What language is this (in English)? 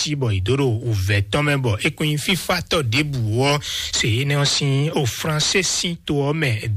Fon